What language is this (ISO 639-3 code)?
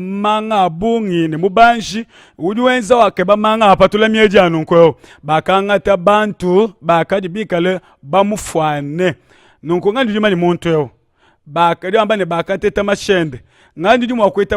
lua